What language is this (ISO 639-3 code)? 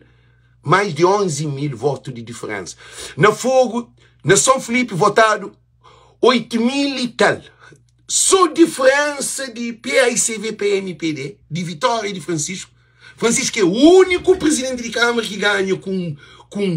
kea